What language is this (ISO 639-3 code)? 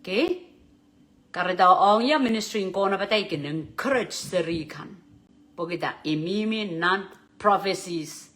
pon